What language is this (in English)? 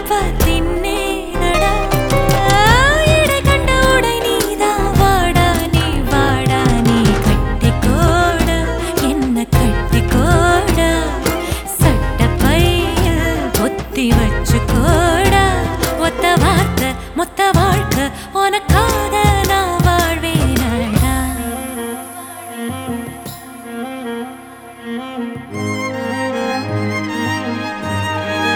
Tamil